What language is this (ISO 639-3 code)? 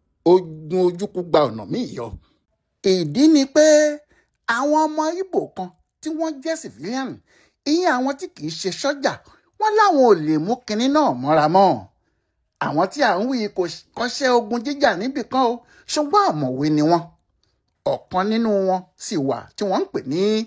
yor